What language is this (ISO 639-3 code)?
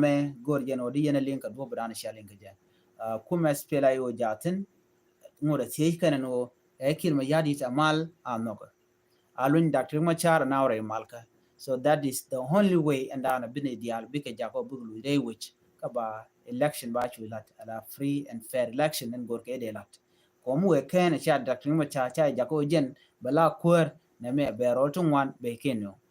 nus